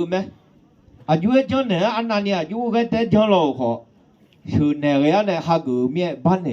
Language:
Akha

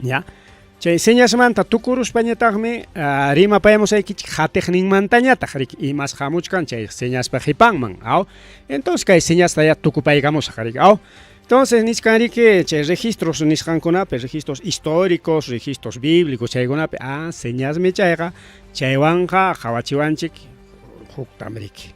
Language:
Ayacucho Quechua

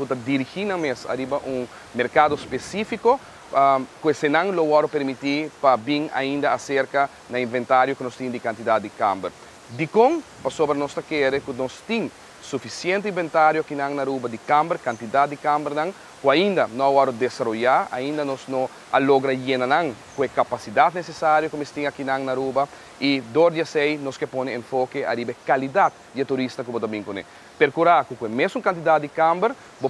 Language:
Papiamento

